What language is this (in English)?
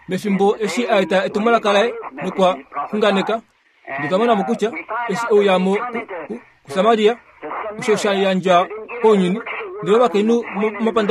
Kuanyama